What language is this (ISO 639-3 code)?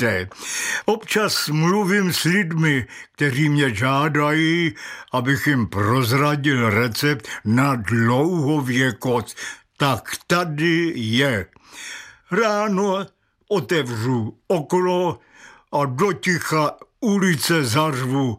ces